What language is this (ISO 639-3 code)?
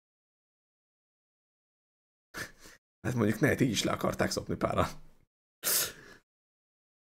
hun